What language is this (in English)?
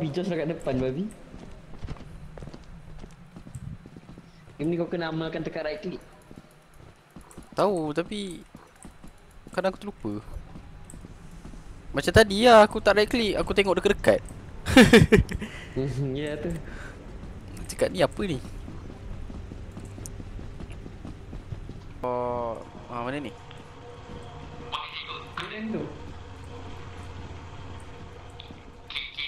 Malay